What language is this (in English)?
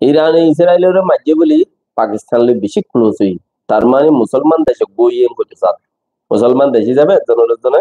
Rohingya